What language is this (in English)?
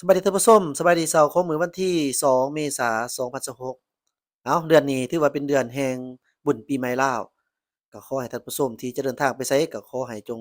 Lao